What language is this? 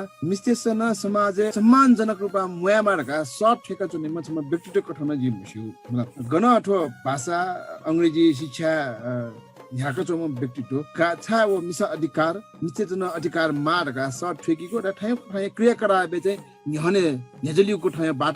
Newari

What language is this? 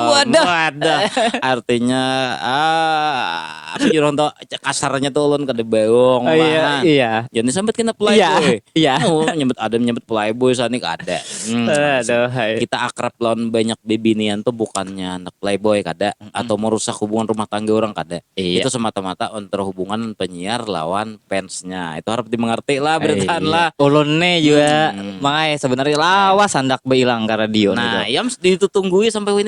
Banjar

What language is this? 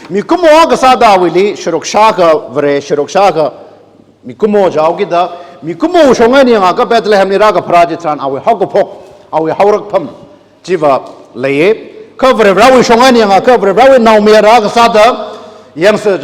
Tangkhul Naga (India)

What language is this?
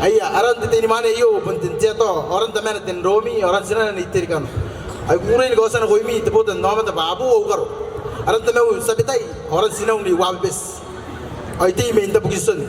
Gilbertese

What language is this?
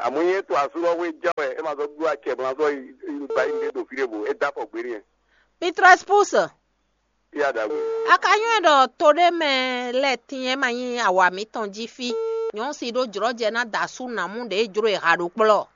Fon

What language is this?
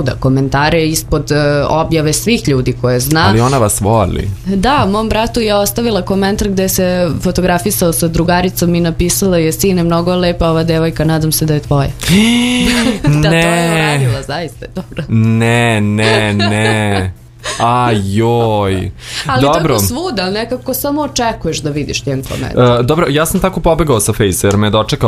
Serbian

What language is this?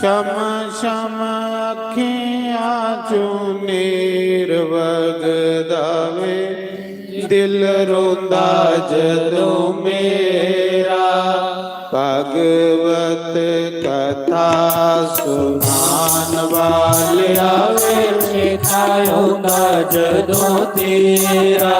Dogri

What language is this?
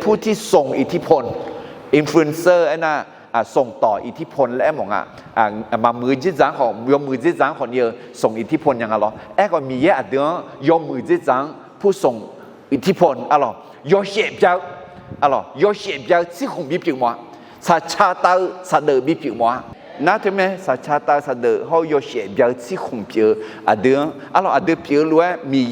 Akha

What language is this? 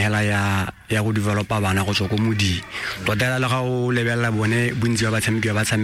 Tswana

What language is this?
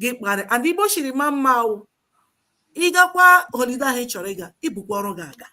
Igbo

